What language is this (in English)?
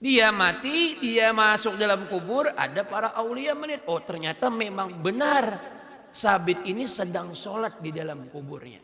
Banjar